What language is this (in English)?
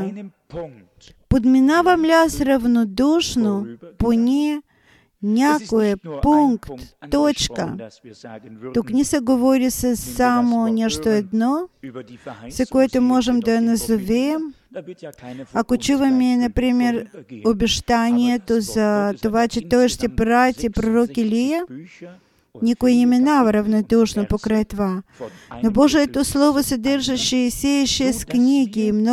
Bulgarian